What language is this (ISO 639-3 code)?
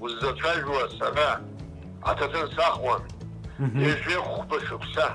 abk